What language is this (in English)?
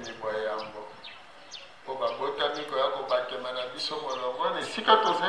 Lingala